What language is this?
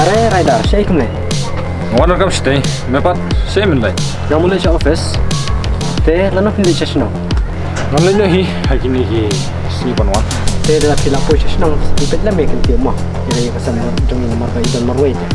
Khasi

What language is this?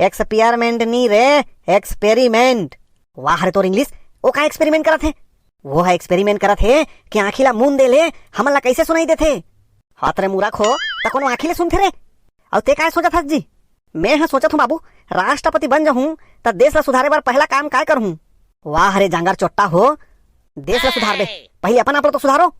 Chhattisgarhi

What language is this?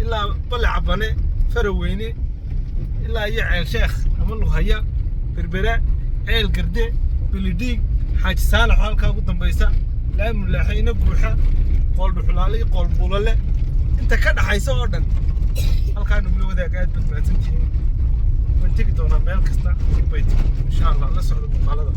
Somali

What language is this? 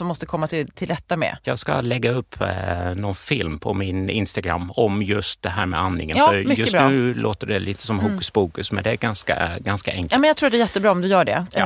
Swedish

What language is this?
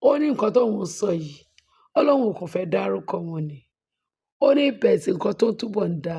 Yoruba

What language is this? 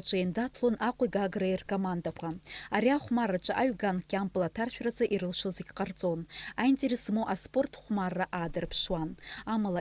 Abkhazian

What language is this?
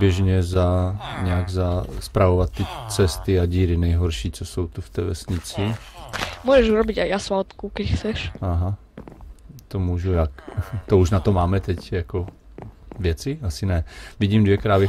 Czech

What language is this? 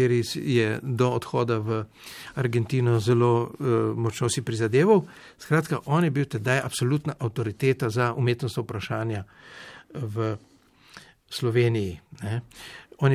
Slovenian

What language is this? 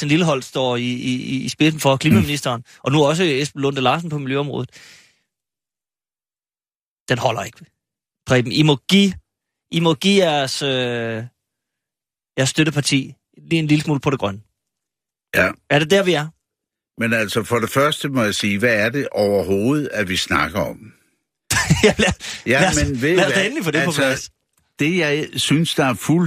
Danish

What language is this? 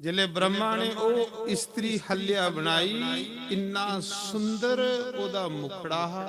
Dogri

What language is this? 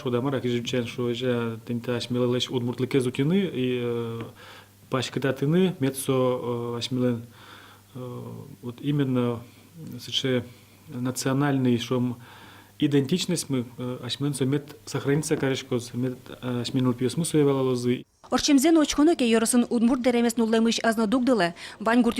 Udmurt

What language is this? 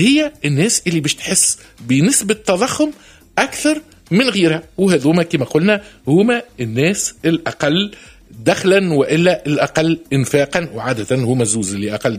Tunisian Arabic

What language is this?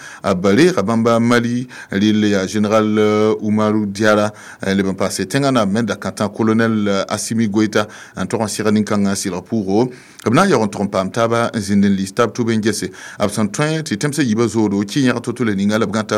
Mossi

